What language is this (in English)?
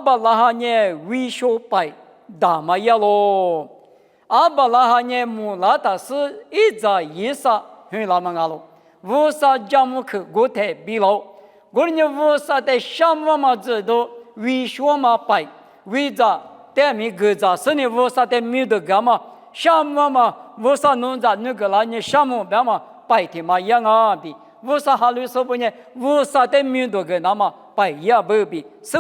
Lisu